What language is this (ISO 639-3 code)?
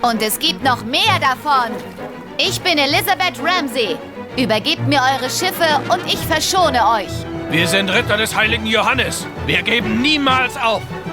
bar